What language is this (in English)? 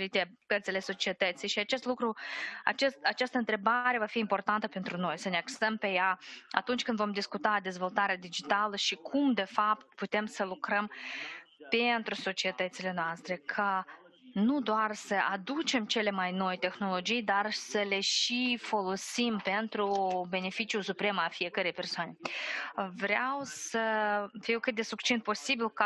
Romanian